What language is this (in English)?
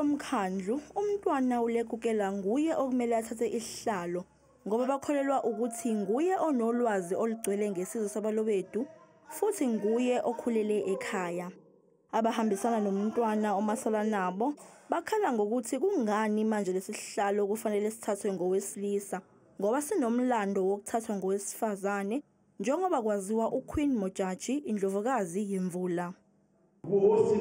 Zulu